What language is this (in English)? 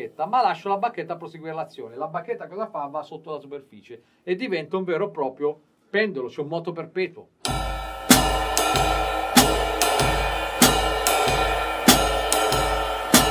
Italian